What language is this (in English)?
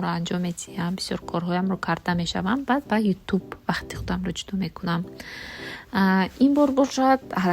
Tajik